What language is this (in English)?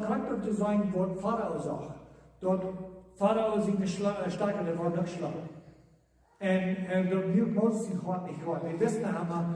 Plautdietsch